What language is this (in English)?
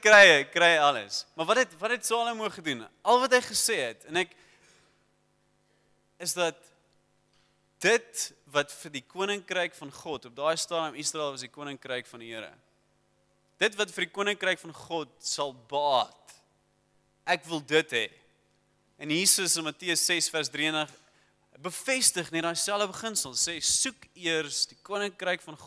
Afrikaans